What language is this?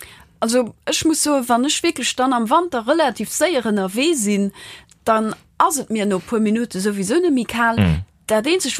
Luxembourgish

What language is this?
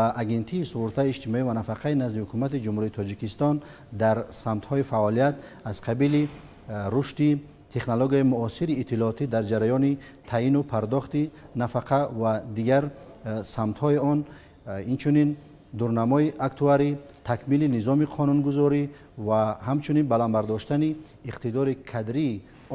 Tajik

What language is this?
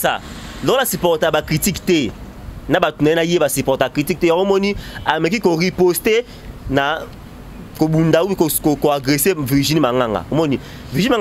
Lingala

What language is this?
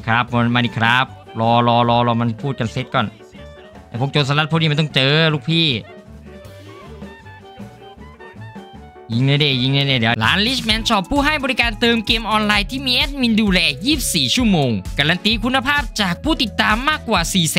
Thai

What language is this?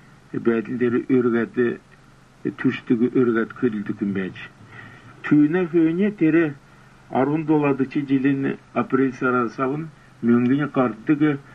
Kalmyk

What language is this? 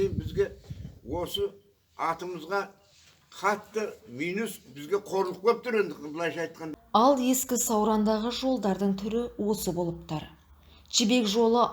Kazakh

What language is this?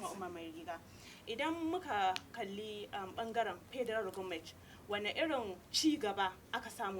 Hausa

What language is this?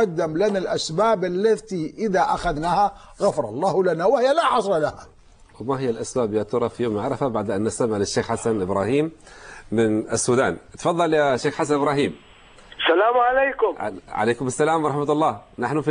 Arabic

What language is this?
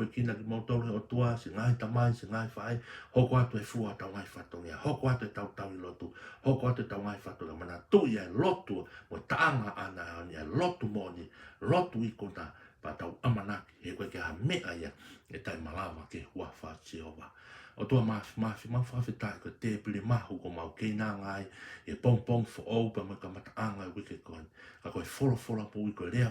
Tongan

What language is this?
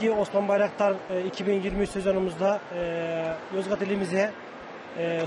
Turkish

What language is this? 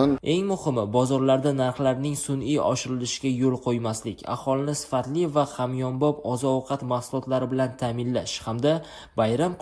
Uzbek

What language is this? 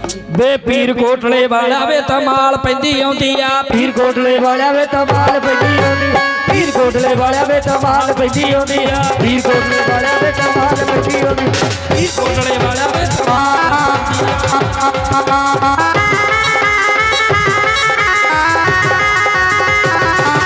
Punjabi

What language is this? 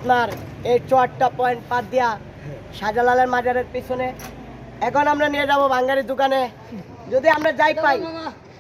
Sylheti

